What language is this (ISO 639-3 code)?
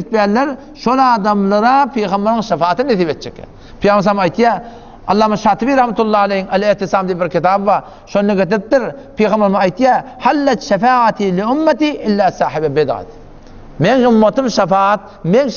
tuk